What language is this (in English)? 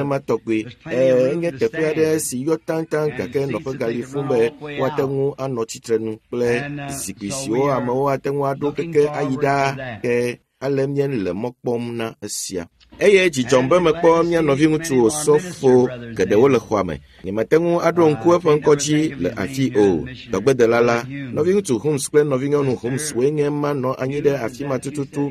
Ewe